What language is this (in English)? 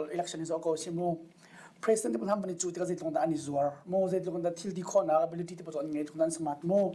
Hakha Chin